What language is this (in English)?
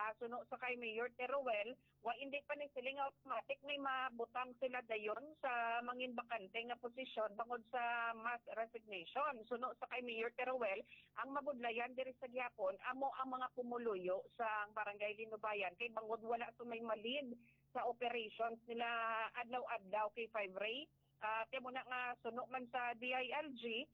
Hiligaynon